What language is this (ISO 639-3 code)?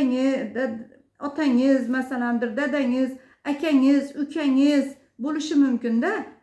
uzb